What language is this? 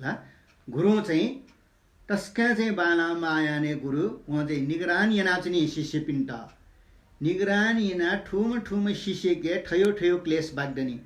Newari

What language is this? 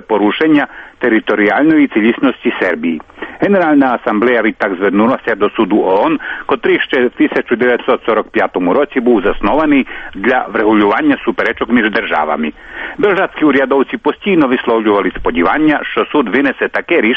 Ukrainian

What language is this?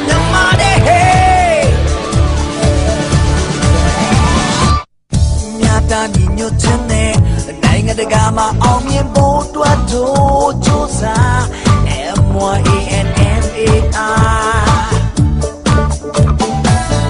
Burmese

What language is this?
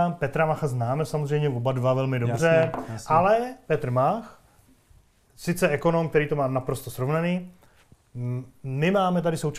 Czech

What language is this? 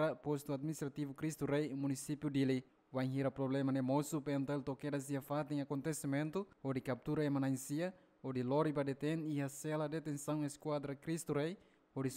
Tetum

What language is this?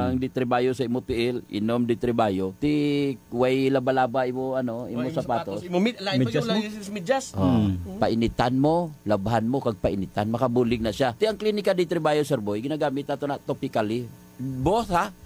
Hiligaynon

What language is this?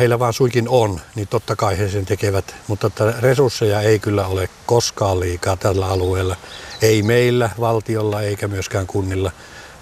Finnish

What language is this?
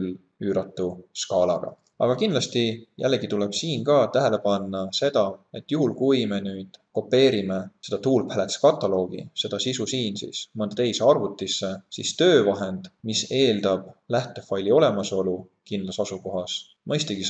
Estonian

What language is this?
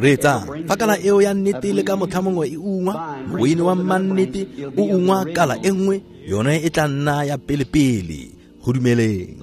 Tswana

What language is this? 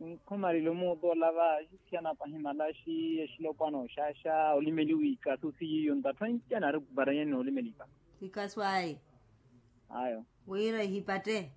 Makhuwa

